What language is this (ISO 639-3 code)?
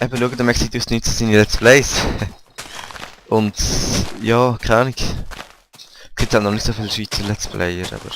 gsw